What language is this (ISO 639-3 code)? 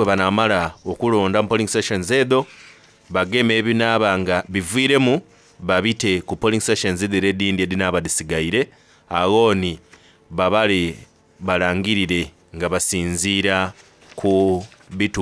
xog